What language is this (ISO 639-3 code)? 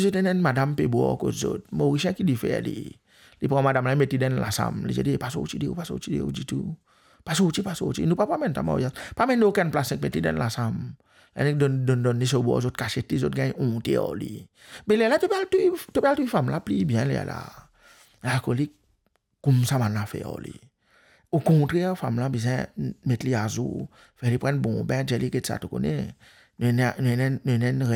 mfe